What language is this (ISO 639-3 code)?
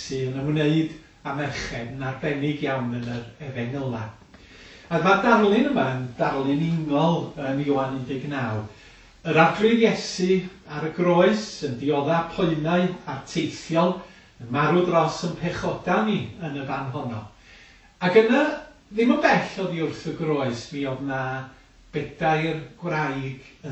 cym